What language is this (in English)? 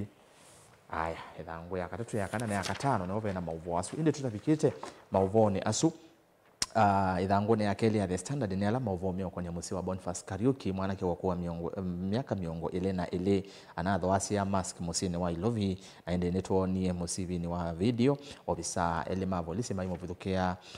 Kamba